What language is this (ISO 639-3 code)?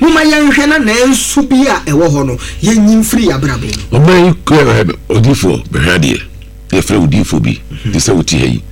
aka